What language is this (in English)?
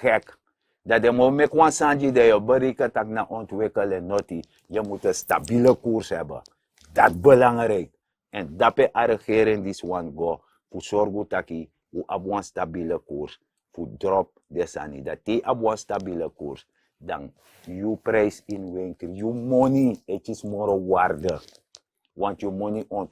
Sranan Tongo